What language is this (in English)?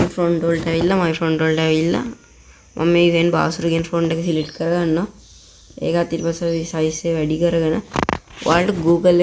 Sinhala